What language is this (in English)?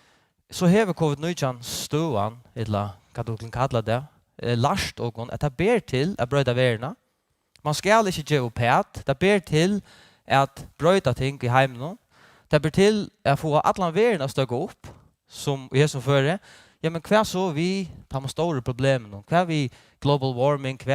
Faroese